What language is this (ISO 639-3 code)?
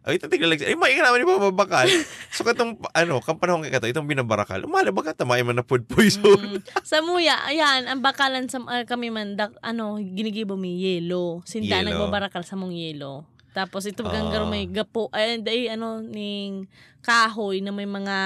bik